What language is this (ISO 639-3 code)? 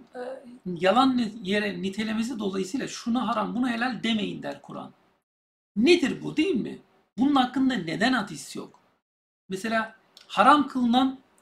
tur